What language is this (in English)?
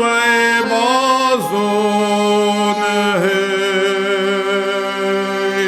Ossetic